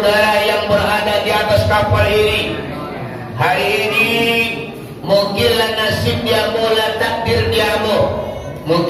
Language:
Minangkabau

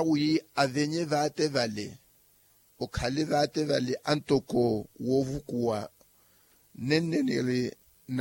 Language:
Makhuwa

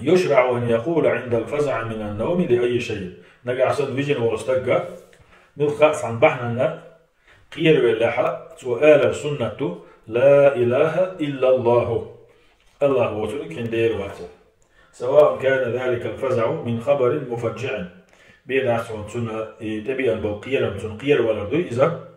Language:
Chechen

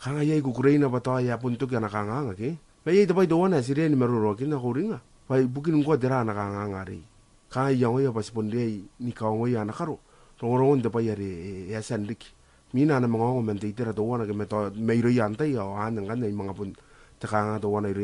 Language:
Gilbertese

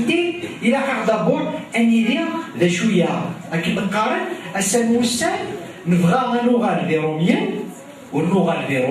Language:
Kabyle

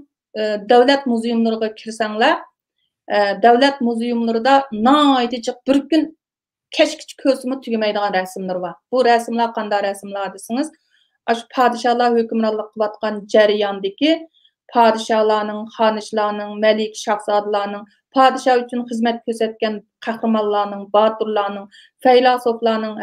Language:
Uyghur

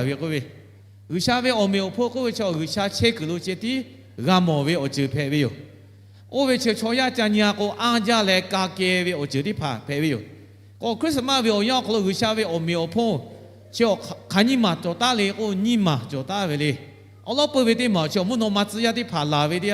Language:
Lahu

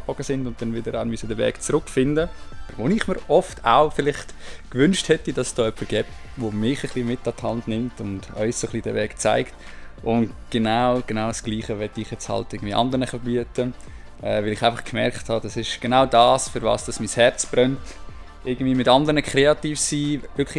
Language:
Swiss German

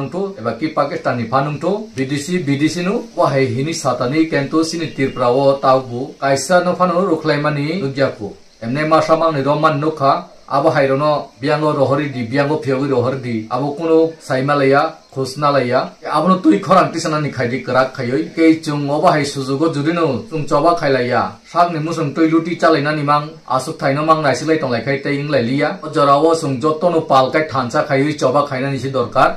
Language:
Kok Borok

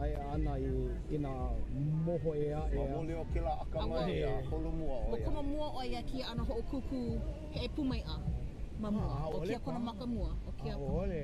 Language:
Hawaiian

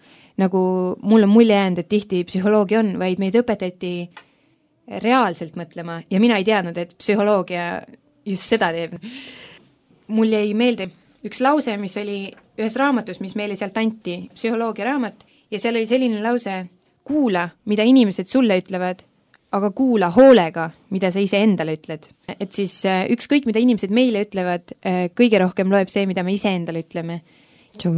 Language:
Estonian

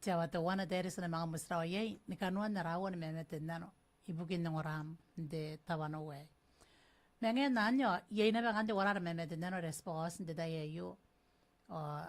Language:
Gilbertese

